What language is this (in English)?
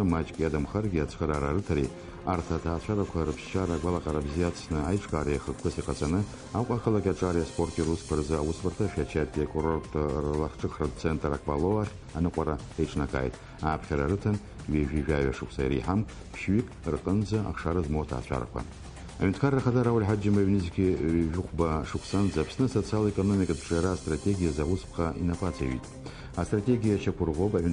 Abkhazian